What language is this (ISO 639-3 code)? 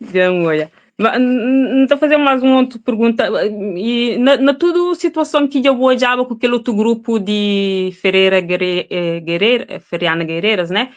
kea